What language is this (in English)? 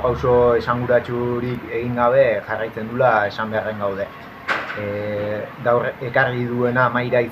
Basque